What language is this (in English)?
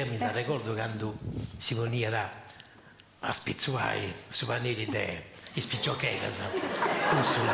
Sardinian